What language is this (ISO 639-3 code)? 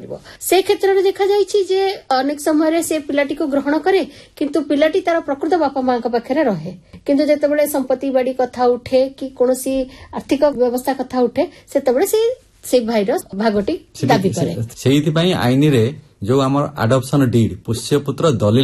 ori